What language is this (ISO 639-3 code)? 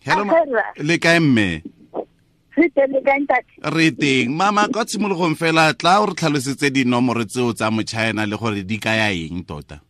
tsn